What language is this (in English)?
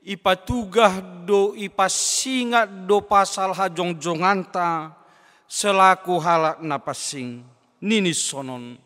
Batak Simalungun